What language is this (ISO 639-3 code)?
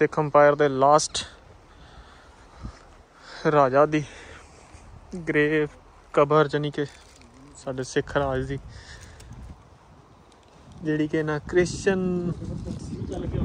pan